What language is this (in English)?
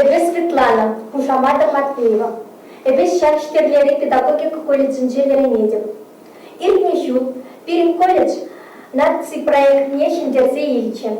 Chuvash